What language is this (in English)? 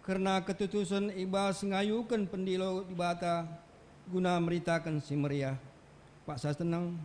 Batak Karo